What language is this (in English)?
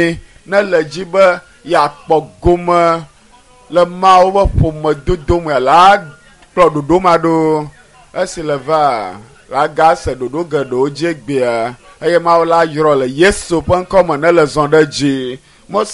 Ewe